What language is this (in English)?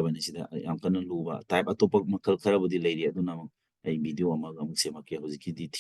Manipuri